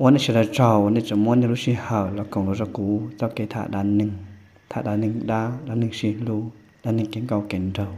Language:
Hmong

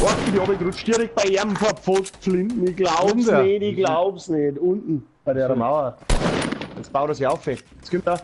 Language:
Bavarian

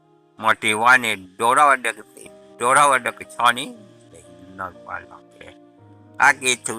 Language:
S'gaw Karen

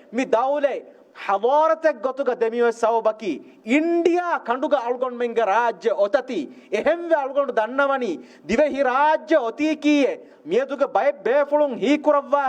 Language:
Divehi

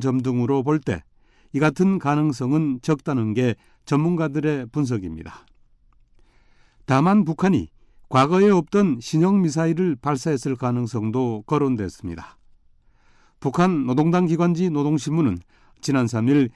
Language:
Korean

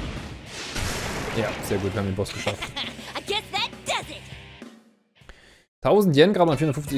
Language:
German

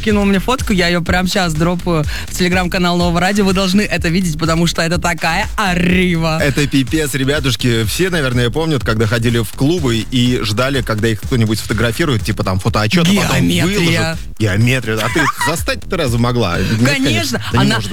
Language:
Russian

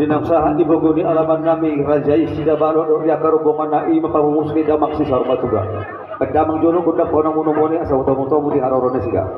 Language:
Batak Toba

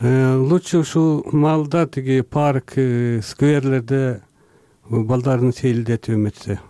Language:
Kyrgyz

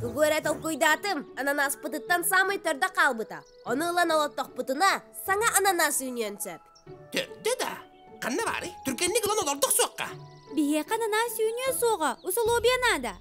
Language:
Yakut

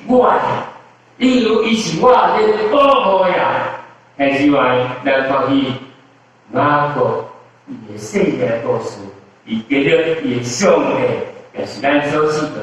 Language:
Min Nan Chinese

